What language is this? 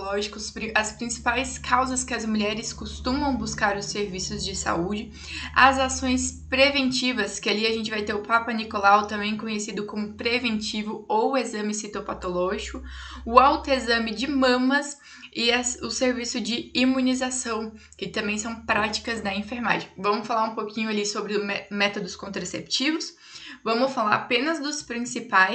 Portuguese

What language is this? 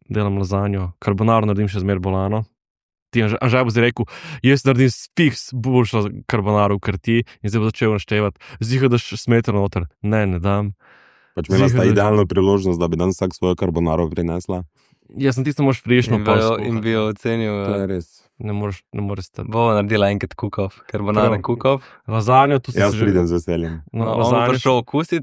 Slovenian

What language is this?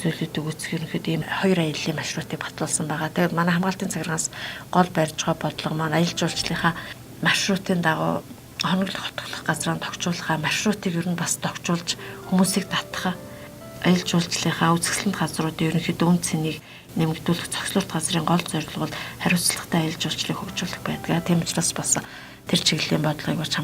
Mongolian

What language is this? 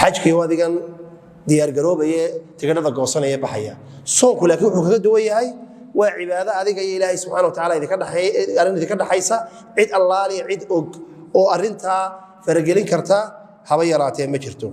Somali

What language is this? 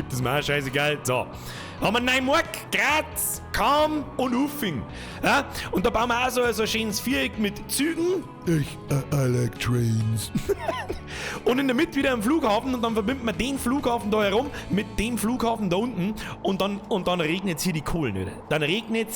Bavarian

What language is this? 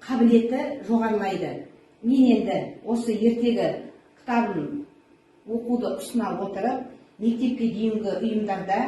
Kazakh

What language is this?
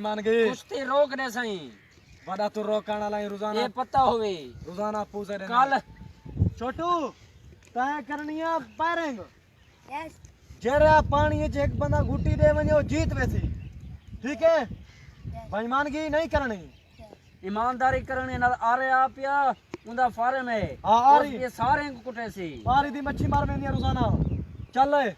Saraiki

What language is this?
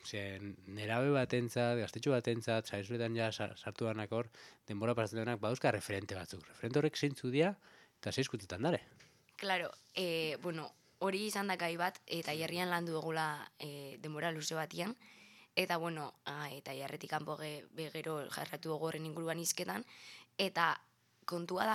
Basque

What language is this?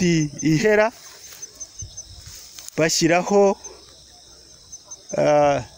Kinyarwanda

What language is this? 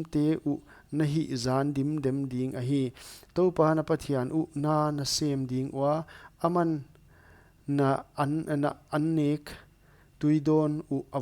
Paite Chin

